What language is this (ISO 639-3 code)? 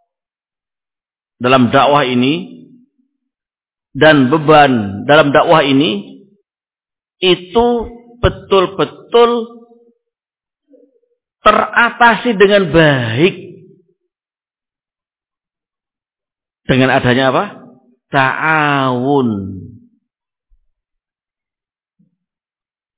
ind